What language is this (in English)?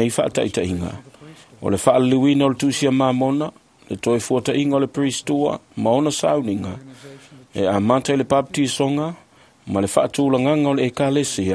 Samoan